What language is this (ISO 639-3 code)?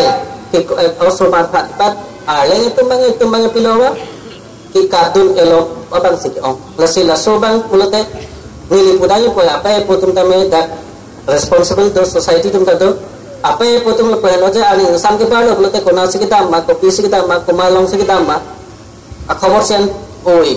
mjw